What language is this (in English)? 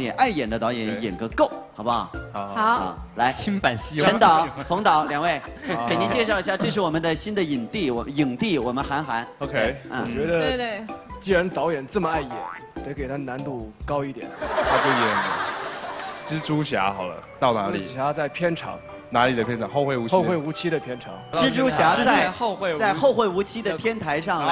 Chinese